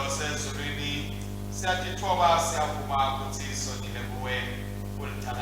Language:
Swati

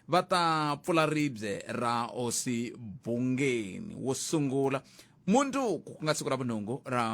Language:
Tsonga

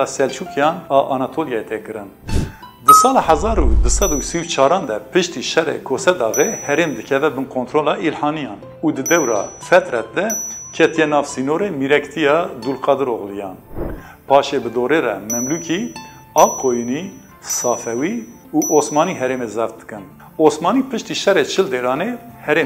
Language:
Kurdish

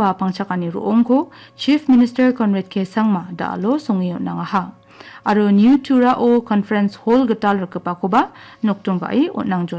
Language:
Garo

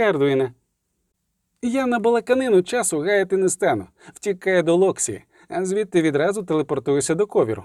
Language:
Ukrainian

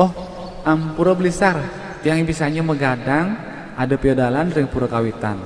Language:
Balinese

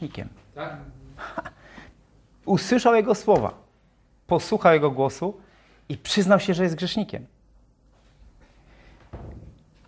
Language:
Polish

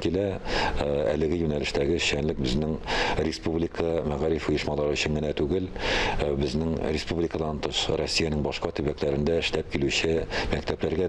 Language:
Tatar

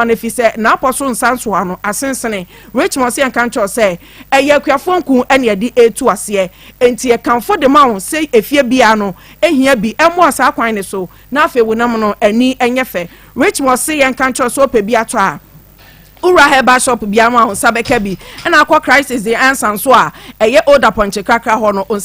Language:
Akan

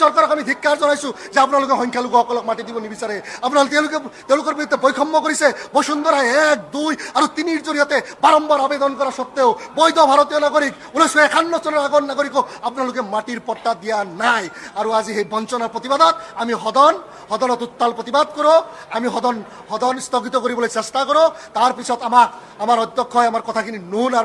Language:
Assamese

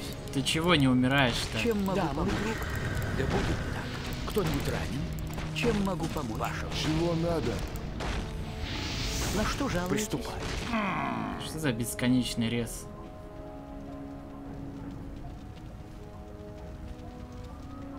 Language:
Russian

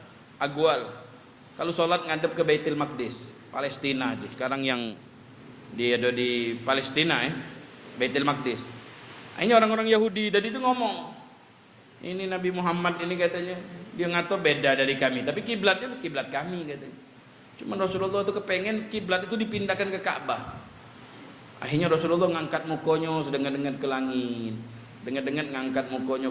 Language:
Musi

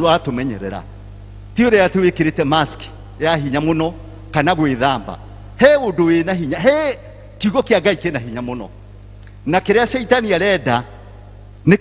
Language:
Kikuyu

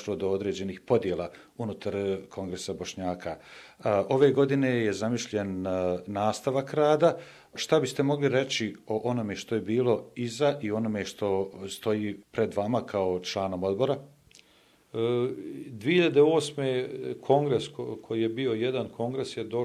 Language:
Bosnian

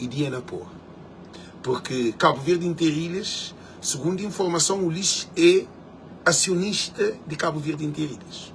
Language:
Kabuverdianu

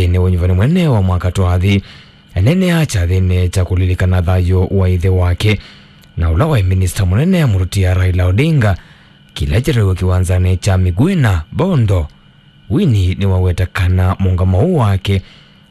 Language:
Kamba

